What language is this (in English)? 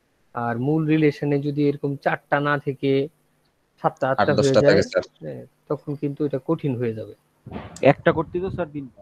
Bangla